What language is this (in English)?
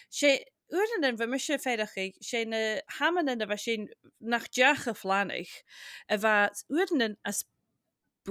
Scottish Gaelic